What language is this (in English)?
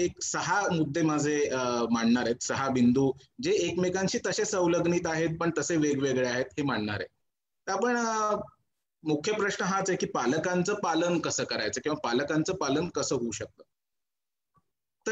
Marathi